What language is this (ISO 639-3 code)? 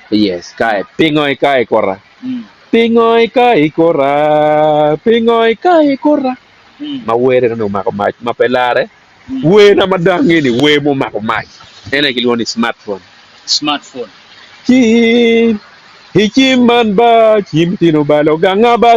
ach